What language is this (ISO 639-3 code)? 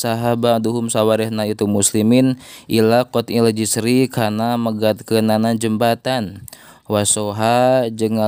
sun